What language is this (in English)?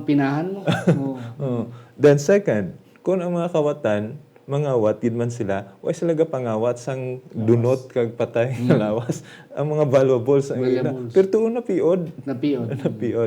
Hiligaynon